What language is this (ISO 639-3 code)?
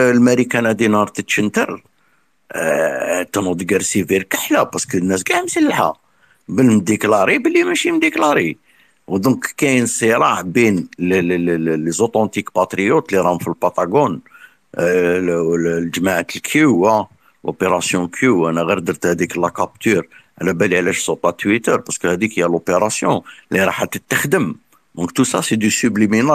arq